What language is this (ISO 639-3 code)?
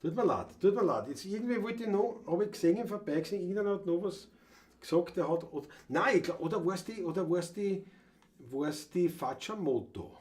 bar